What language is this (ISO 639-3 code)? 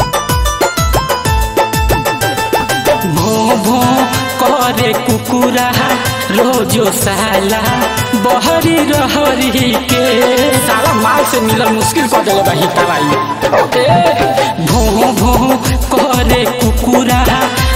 bho